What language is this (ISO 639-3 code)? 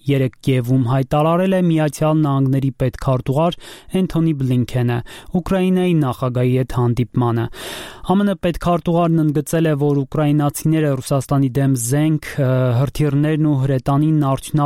hye